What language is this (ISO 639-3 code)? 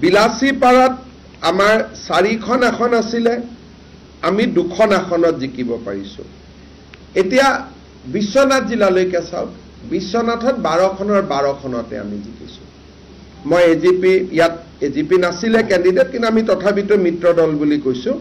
asm